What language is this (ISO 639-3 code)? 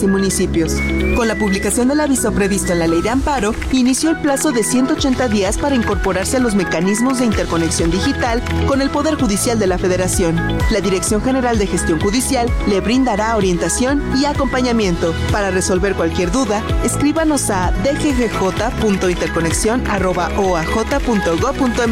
spa